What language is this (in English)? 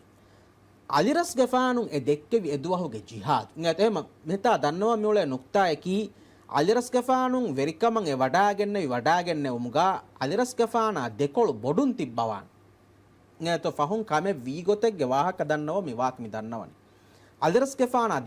Divehi